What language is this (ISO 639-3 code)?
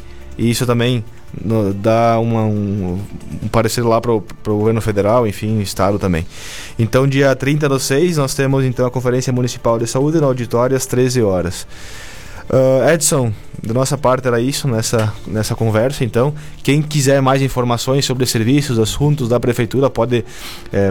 por